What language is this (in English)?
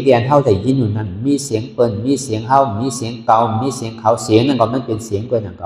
Shan